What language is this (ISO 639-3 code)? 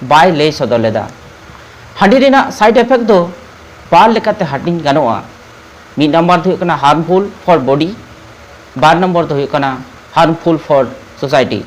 sat